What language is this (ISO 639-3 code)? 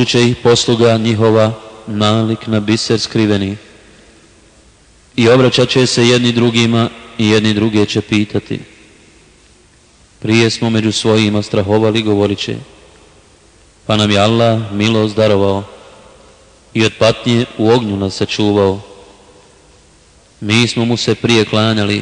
bos